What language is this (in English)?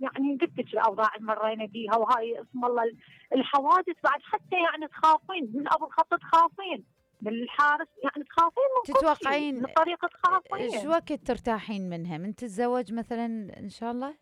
Mesopotamian Arabic